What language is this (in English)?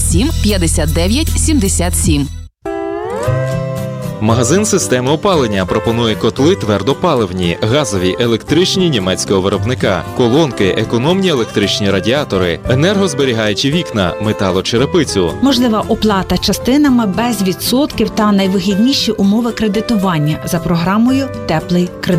Ukrainian